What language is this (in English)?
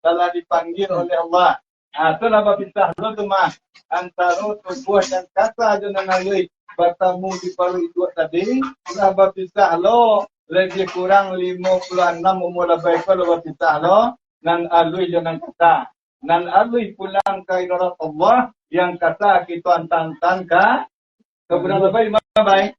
Minangkabau